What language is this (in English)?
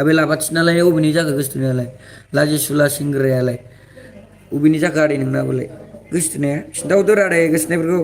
Bodo